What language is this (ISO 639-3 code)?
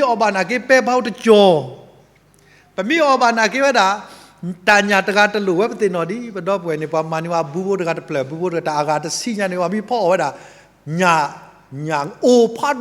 ksw